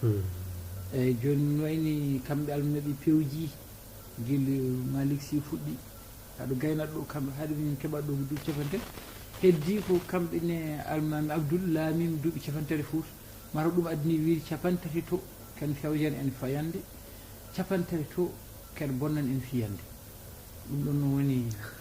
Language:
Fula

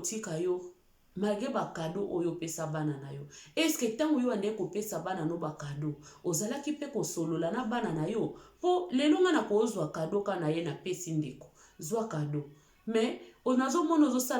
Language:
Lingala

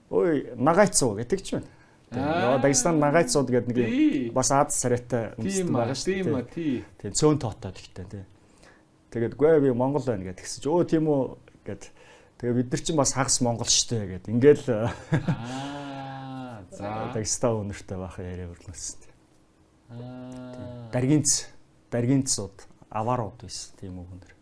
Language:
Mongolian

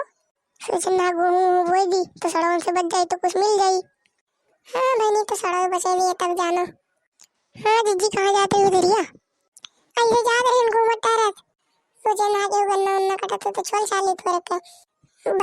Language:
Awadhi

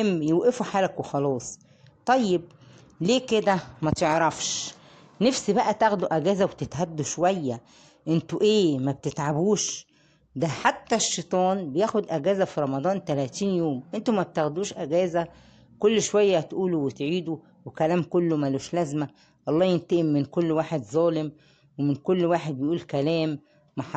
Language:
Egyptian Arabic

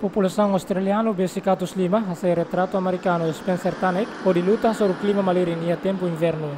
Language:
Tetum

